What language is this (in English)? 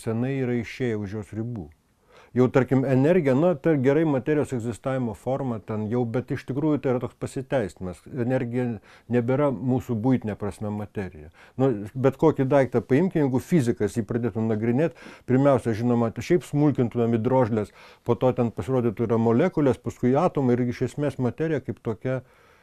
Lithuanian